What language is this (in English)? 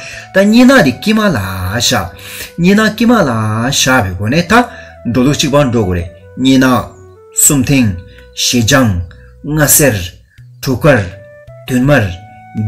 Tibetan